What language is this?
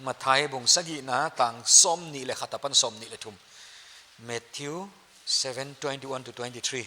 Paite Chin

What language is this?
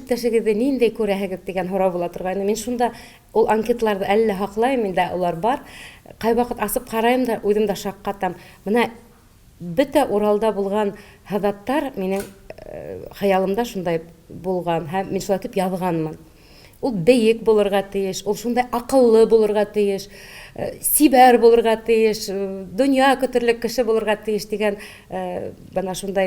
Bashkir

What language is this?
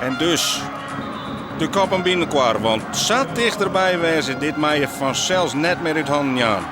Western Frisian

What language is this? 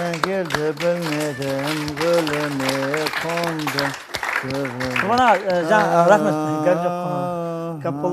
Kara-Kalpak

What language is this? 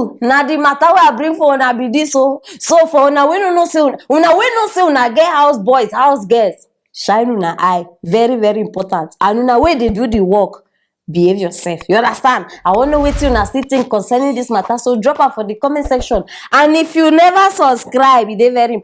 Nigerian Pidgin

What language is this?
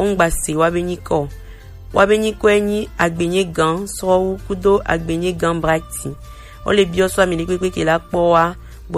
Gen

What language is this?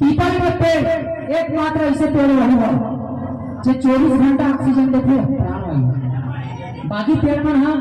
Chhattisgarhi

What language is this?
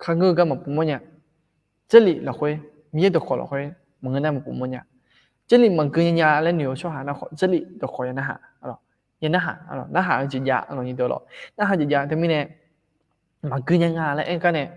Akha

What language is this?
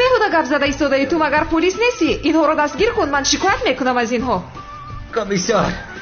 Tajik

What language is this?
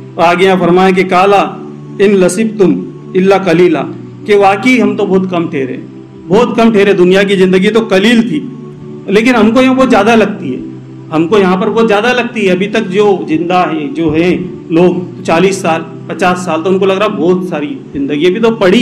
Urdu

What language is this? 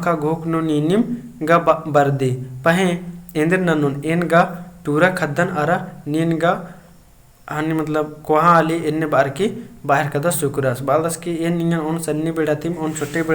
Kurukh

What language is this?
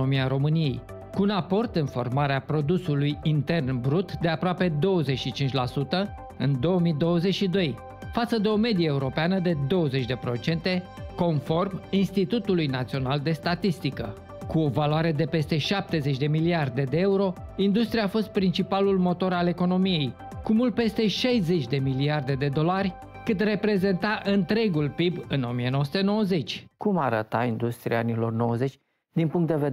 Romanian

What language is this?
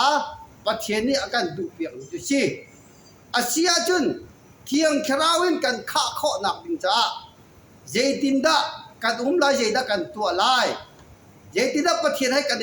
Falam Chin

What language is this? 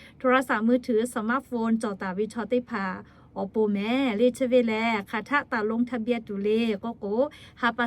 Lahu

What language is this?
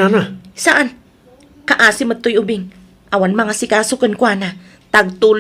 Iloko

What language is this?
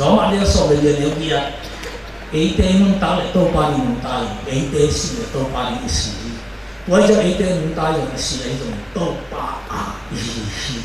Tedim Chin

